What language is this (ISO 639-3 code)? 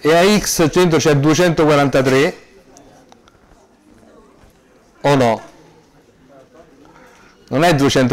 ita